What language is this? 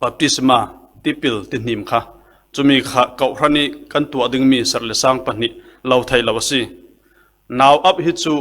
Falam Chin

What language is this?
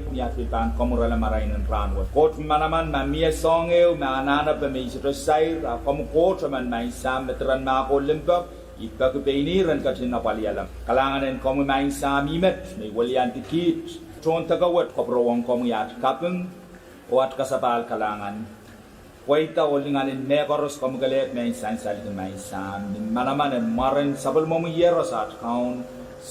Pohnpeian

